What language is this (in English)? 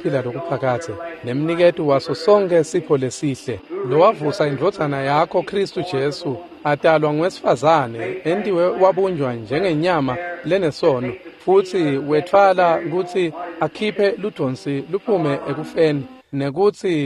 Swati